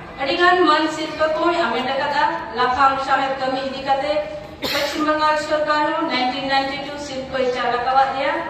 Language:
Santali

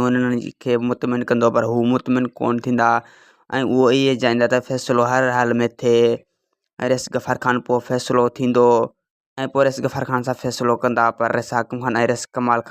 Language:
Sindhi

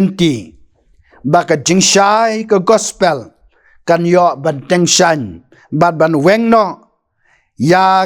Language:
Khasi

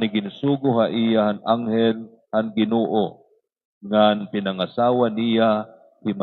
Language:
Waray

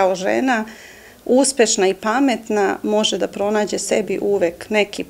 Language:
Serbian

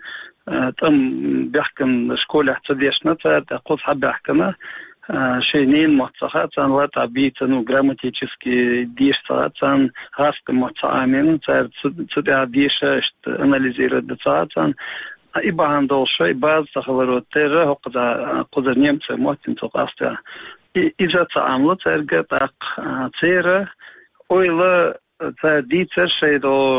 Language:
Chechen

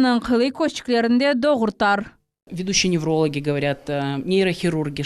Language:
Crimean Tatar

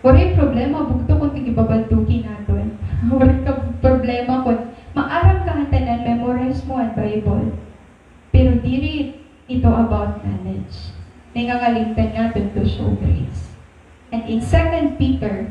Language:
Waray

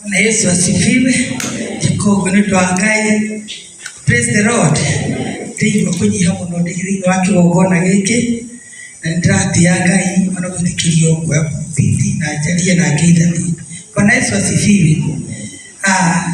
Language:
Kikuyu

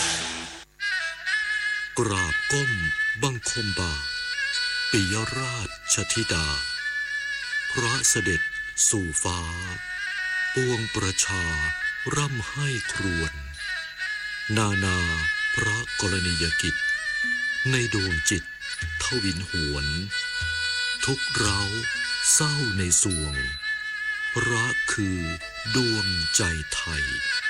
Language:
Thai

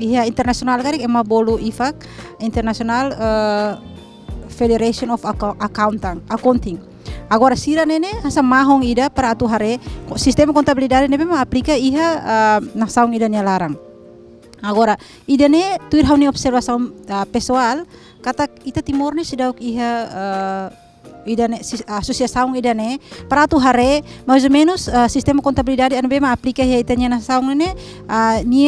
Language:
Tetum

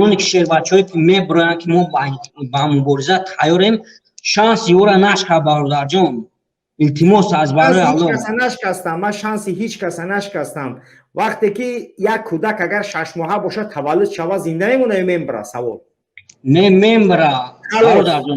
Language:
Tajik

